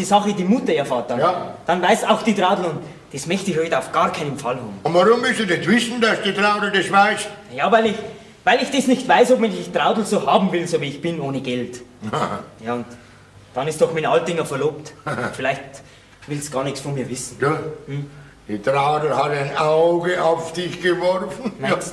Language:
Bavarian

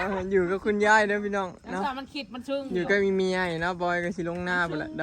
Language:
Northeastern Thai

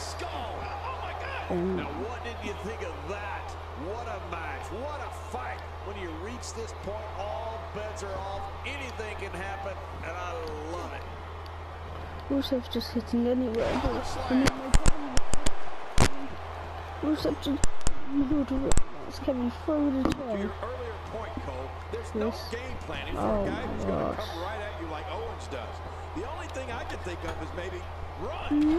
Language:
English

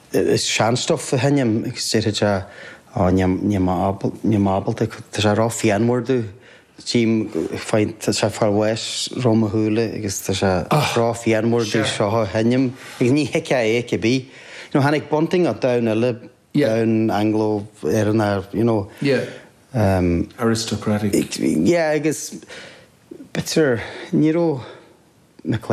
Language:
Irish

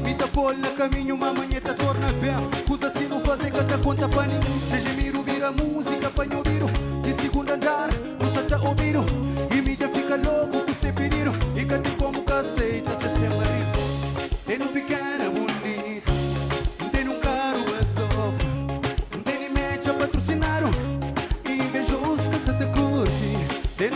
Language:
Kabuverdianu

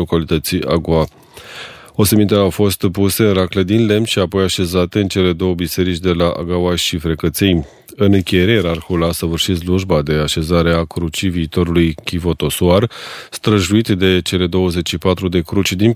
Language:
Romanian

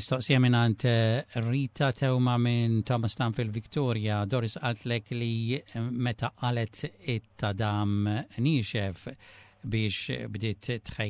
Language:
Maltese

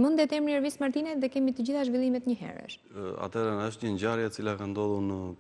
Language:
Albanian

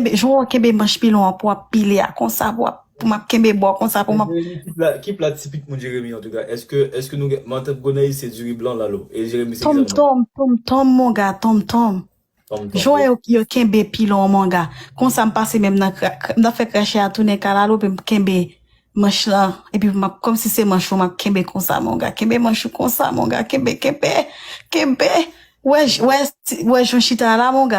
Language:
Haitian Creole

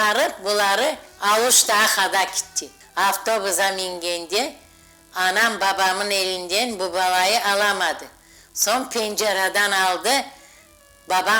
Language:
Crimean Tatar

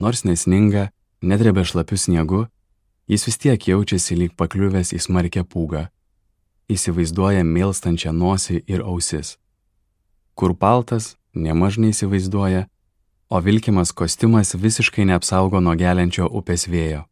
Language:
Lithuanian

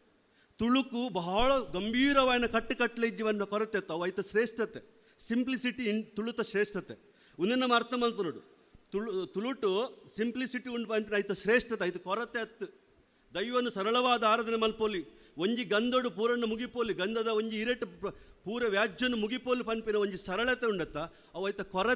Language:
Tulu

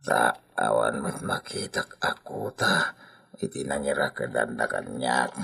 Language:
Iloko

